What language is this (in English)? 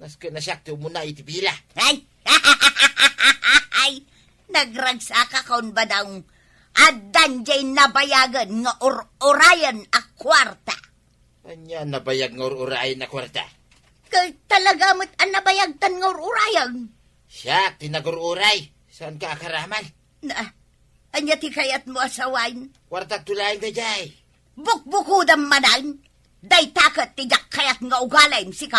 Iloko